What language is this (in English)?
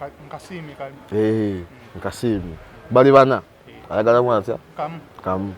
Ganda